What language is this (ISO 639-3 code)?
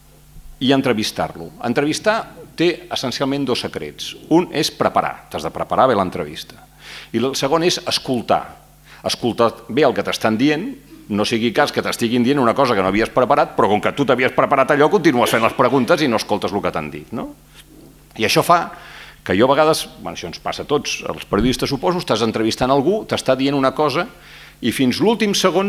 cat